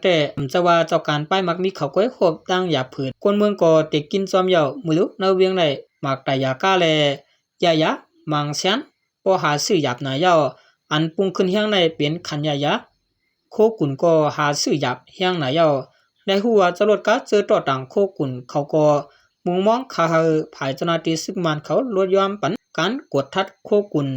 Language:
Shan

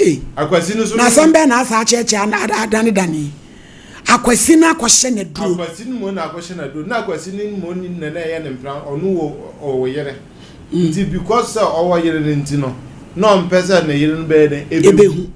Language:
Akan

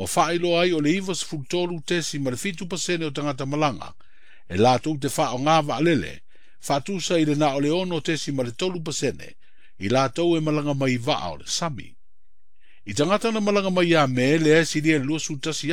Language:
Samoan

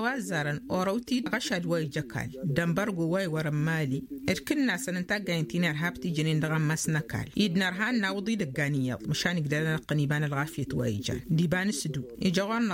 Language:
Tamasheq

